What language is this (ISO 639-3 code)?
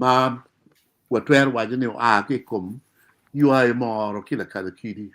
ach